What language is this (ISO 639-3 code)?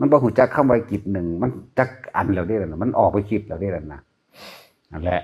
tts